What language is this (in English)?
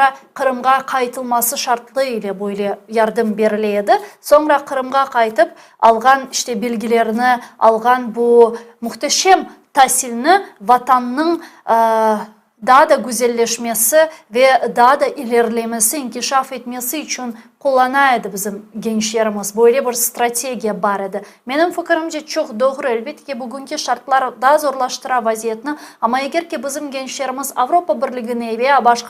Crimean Tatar